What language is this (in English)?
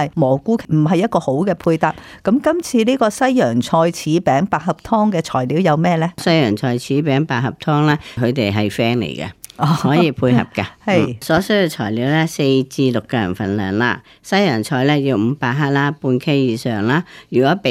Cantonese